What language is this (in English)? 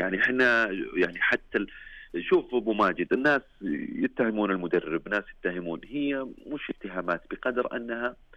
Najdi Arabic